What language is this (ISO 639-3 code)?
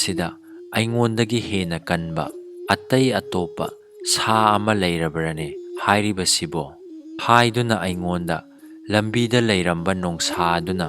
mni